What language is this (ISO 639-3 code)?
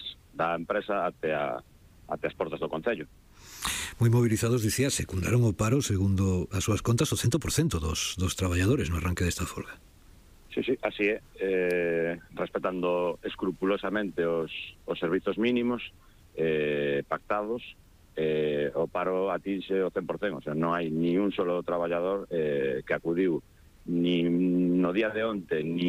glg